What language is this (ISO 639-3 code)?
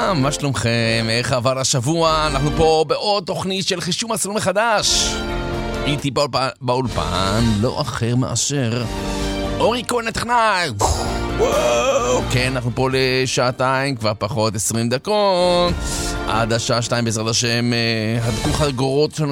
heb